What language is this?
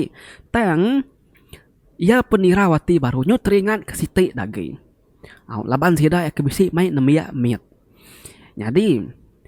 Iban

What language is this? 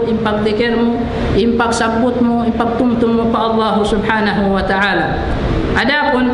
Tausug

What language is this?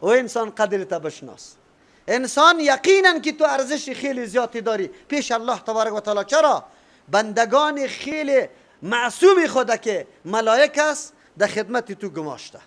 Persian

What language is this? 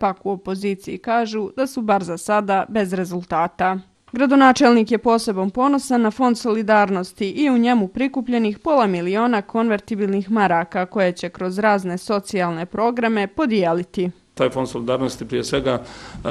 Bosnian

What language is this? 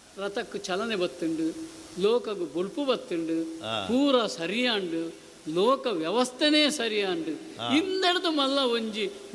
Tulu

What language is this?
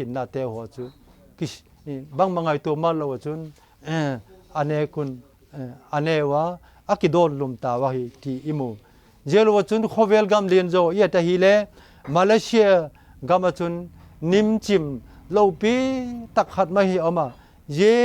Vaiphei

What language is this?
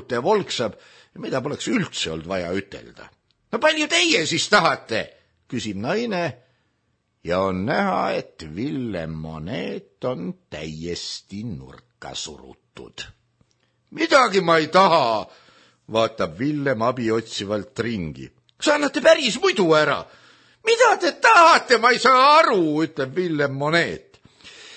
Estonian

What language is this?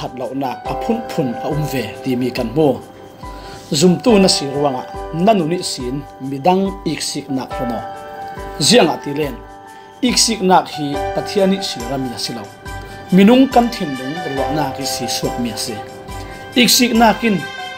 Falam Chin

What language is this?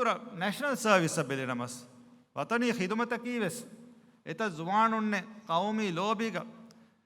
Divehi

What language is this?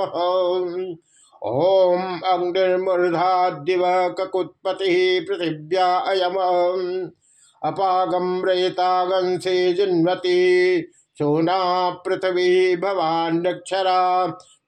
Sanskrit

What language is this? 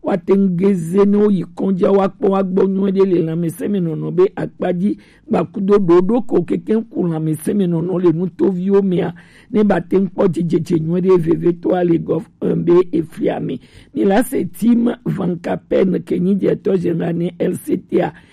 Gen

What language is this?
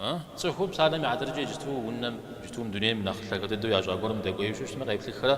Kabardian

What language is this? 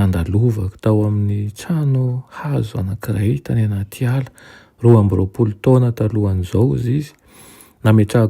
Malagasy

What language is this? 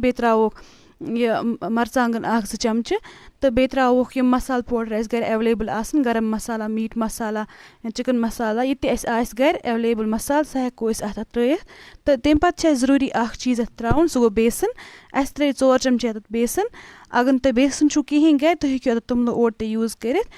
Kashmiri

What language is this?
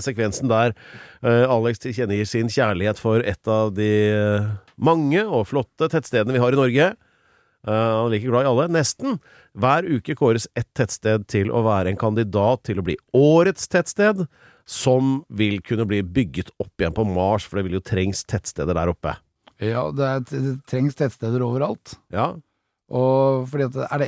Norwegian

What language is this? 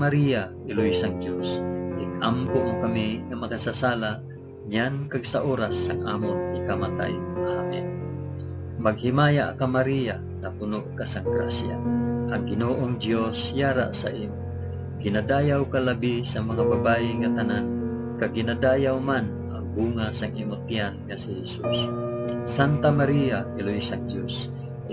Hiligaynon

